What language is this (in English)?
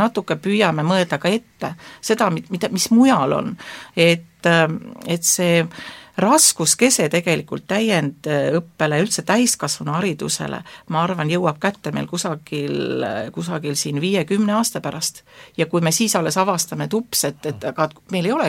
Estonian